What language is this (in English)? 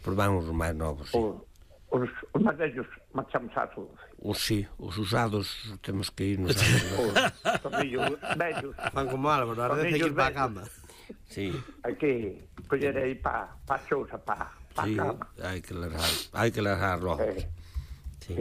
Galician